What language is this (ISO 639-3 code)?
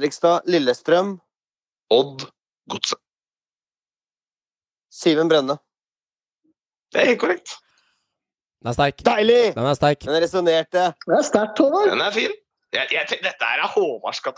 nor